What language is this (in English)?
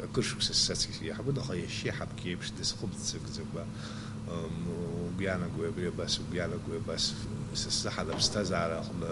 Abkhazian